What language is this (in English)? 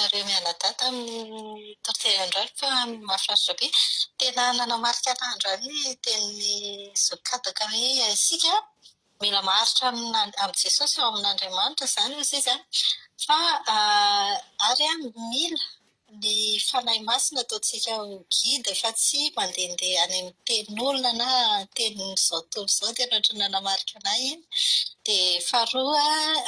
Malagasy